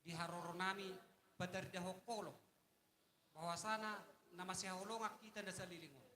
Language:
Batak Toba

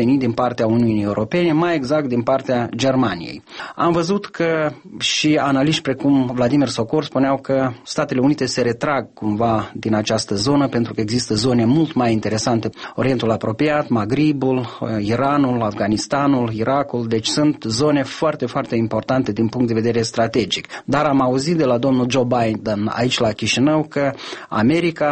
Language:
Romanian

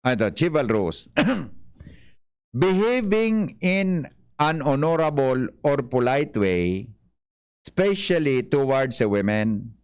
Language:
Bikol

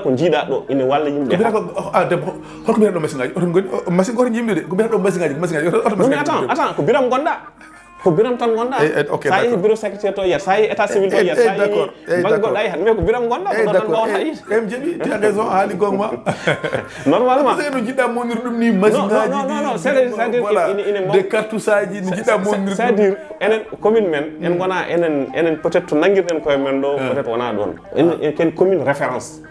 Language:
Fula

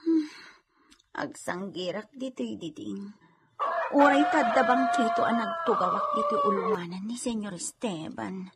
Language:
Iloko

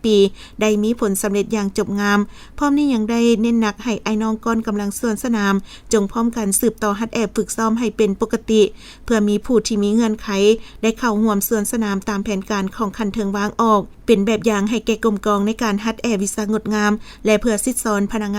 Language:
Lao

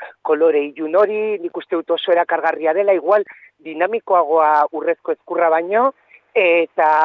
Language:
Basque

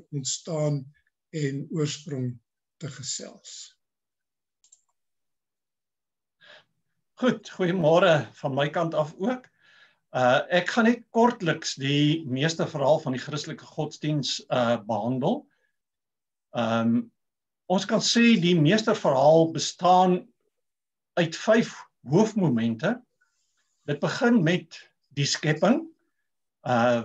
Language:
Afrikaans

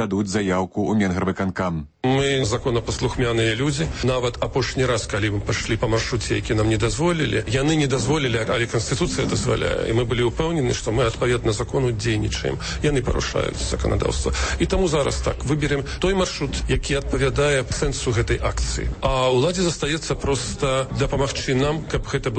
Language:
Belarusian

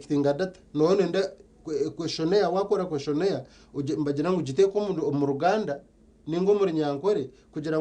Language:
Nyankole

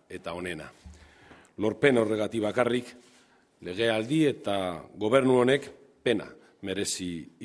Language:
Basque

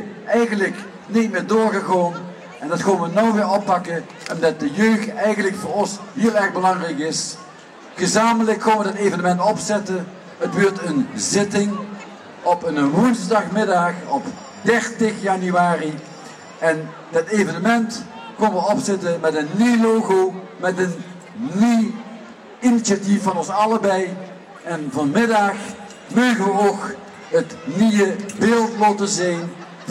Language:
Limburgish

